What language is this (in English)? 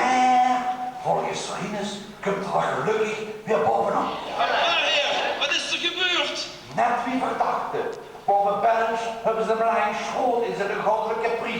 Limburgish